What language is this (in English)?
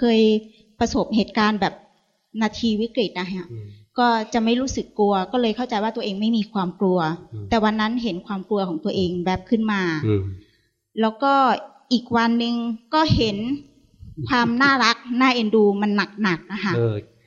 Thai